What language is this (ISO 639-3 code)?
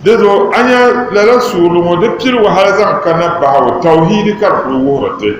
dag